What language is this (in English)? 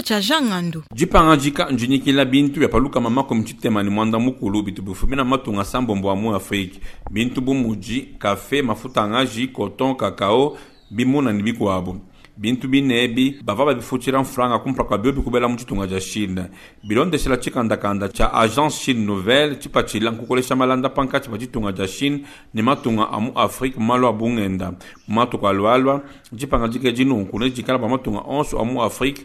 Luba-Lulua